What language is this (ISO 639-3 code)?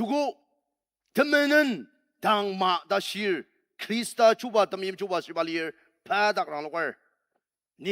njo